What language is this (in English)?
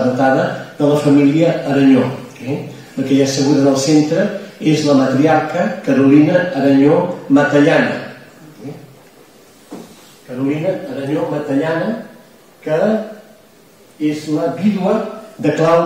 Catalan